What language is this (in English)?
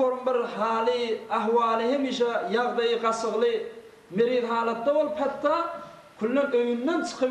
Turkmen